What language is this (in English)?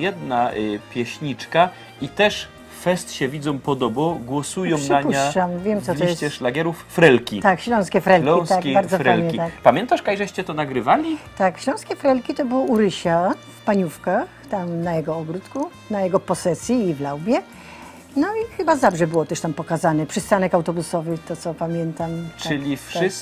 Silesian